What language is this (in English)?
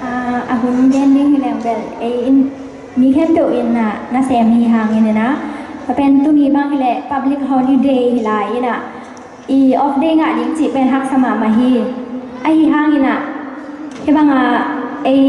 Tedim Chin